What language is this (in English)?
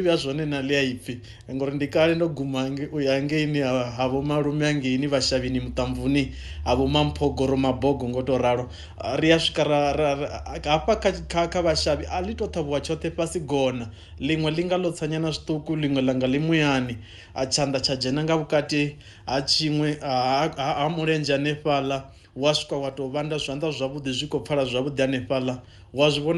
Venda